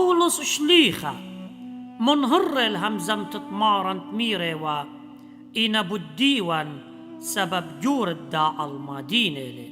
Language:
Assyrian Neo-Aramaic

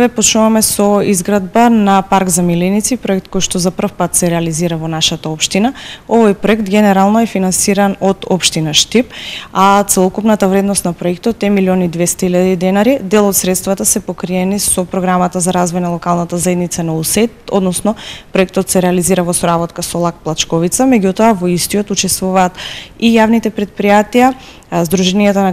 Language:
Macedonian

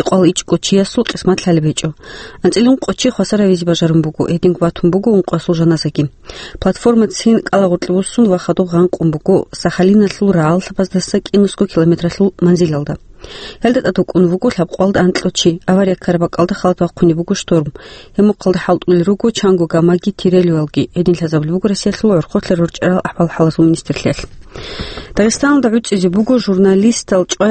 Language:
Avaric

